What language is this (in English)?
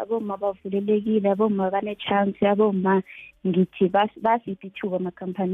South Ndebele